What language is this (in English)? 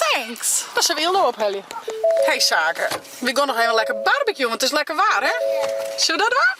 Western Frisian